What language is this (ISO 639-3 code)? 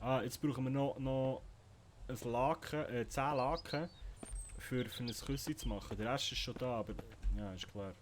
gsw